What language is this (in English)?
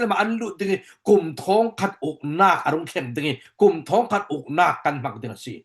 Falam Chin